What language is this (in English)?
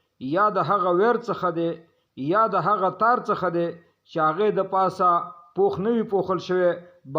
Pashto